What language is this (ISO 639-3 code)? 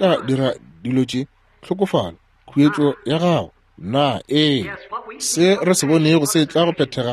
nso